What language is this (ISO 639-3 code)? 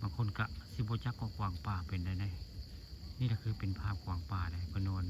tts